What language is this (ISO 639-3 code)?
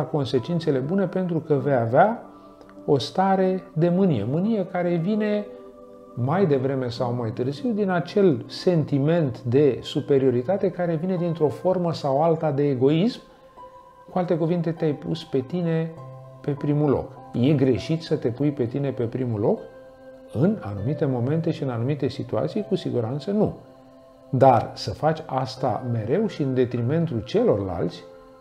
ron